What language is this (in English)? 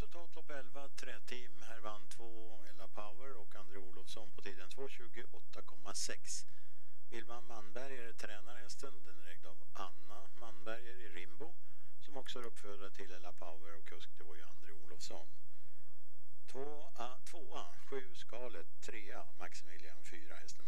Swedish